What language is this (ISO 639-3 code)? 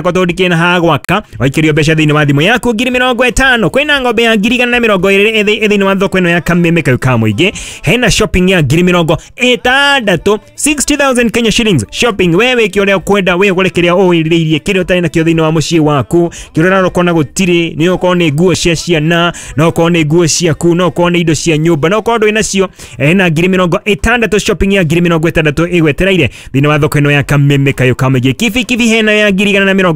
kik